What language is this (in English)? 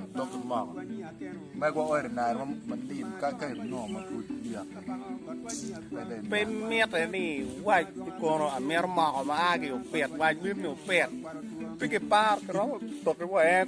Acoli